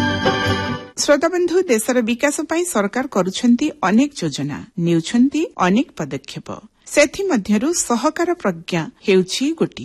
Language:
Odia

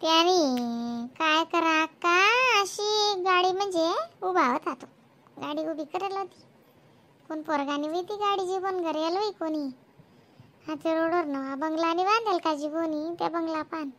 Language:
Khandesi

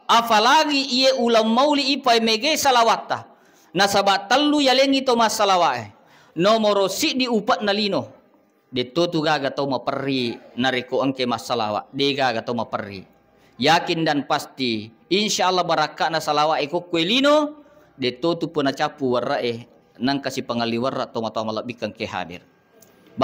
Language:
Buginese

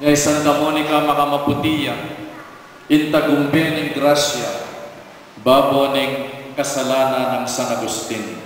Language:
Pampanga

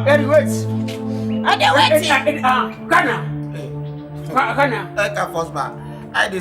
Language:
Krio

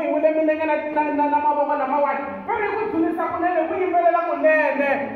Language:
Tsonga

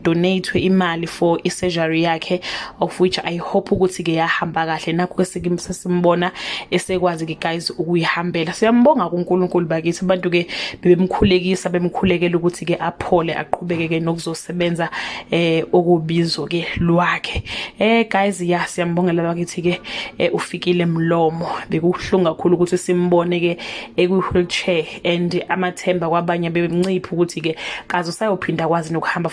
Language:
Zulu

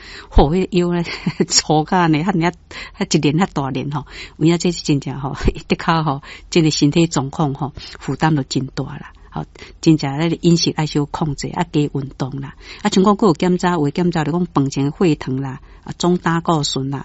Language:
Min Nan Chinese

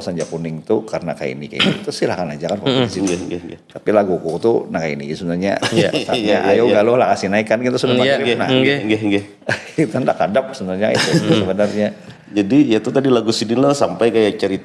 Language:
Banjar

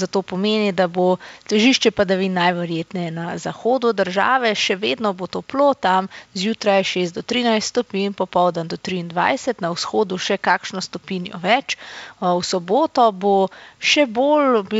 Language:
Slovenian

